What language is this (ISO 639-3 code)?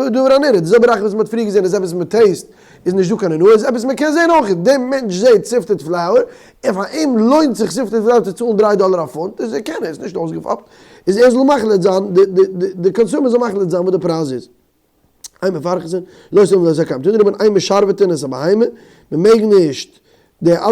yid